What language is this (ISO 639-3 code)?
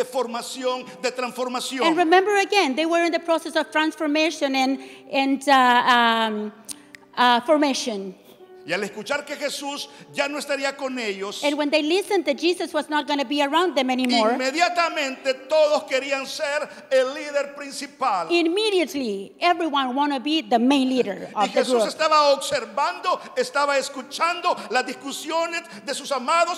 spa